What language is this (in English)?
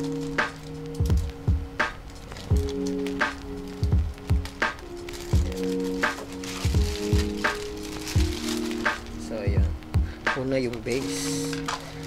Filipino